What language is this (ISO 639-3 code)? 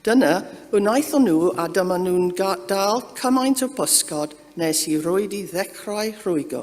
cym